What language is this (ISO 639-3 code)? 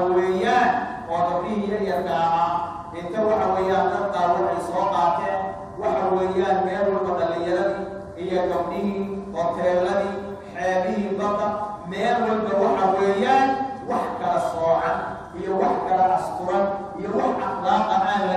som